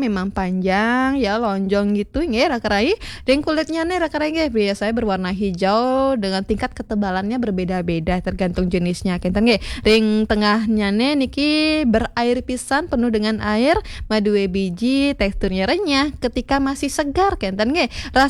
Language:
Balinese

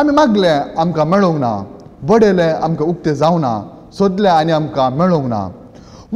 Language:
Konkani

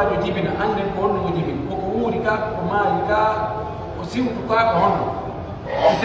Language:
Pular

